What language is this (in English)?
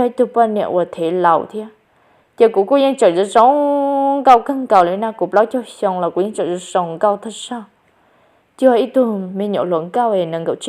Hmong